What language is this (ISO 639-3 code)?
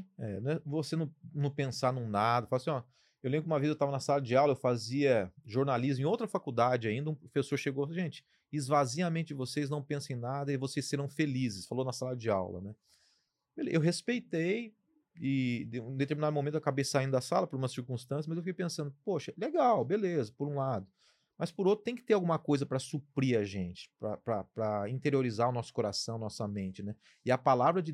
por